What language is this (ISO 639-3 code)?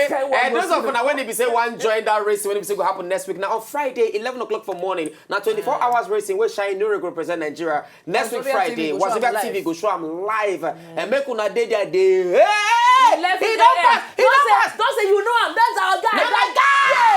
pcm